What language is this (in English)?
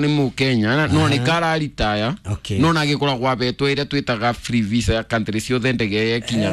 Kikuyu